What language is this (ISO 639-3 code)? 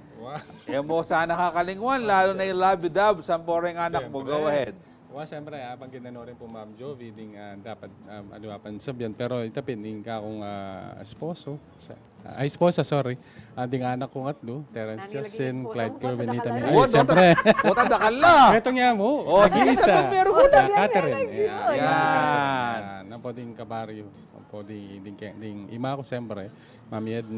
pam